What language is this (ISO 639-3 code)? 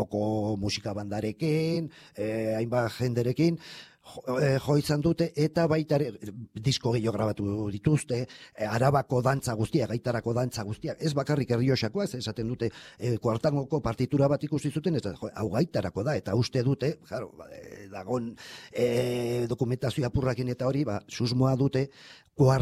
eus